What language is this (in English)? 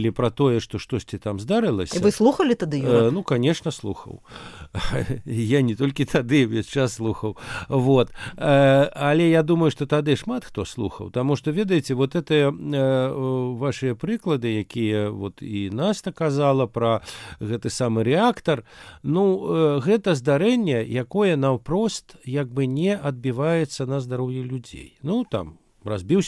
Belarusian